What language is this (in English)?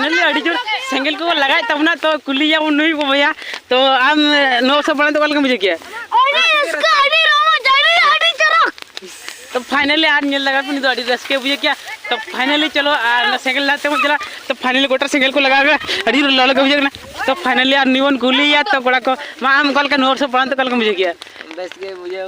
Santali